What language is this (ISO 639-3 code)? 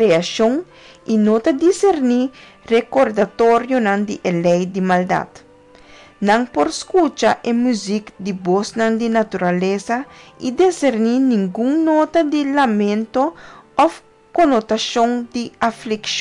pap